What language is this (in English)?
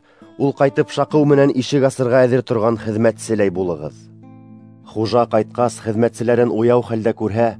Bashkir